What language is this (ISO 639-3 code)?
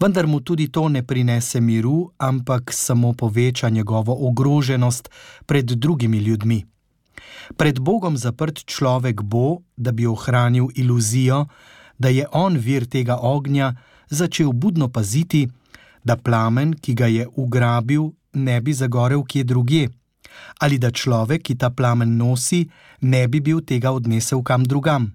slv